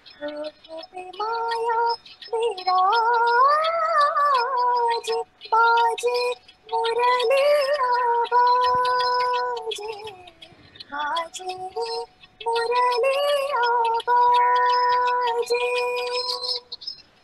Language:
Hindi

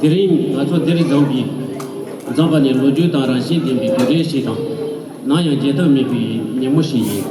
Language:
Tibetan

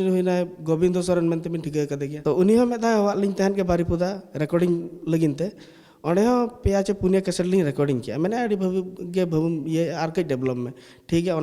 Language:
Santali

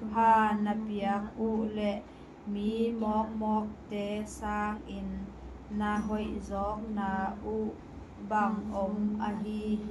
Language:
Tedim Chin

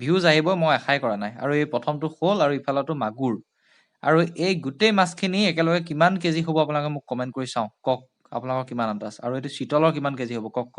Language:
Assamese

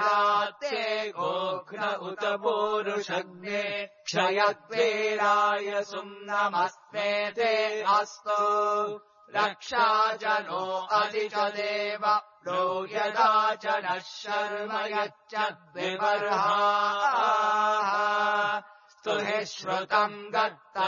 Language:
Sanskrit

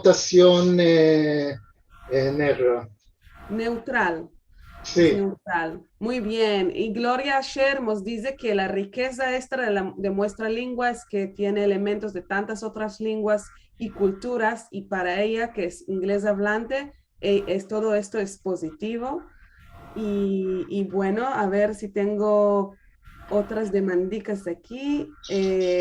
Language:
Ladino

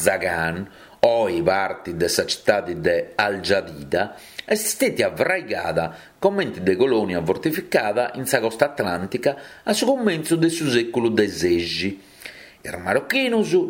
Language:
Sardinian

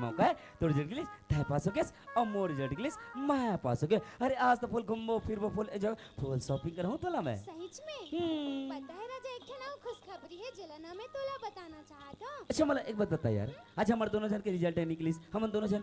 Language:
Chhattisgarhi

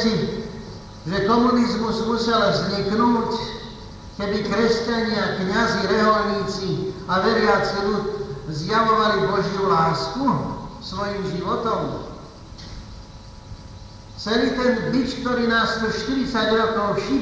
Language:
Slovak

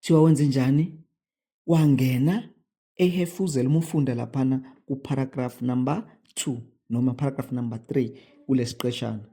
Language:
Zulu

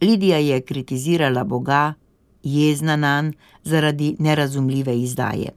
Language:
Slovenian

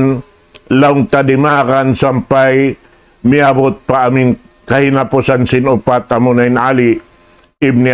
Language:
Tausug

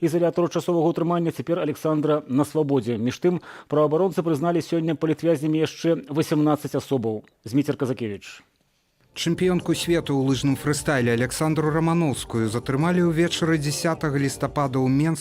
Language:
Belarusian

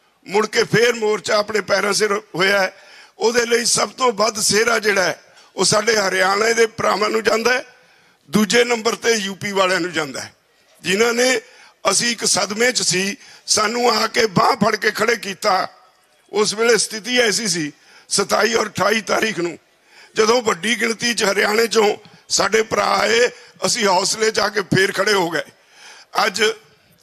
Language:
Punjabi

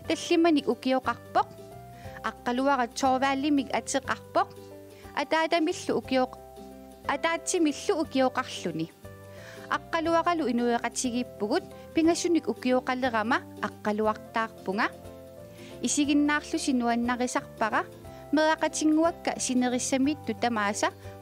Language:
Kalaallisut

